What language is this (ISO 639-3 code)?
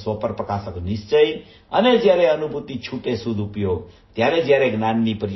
guj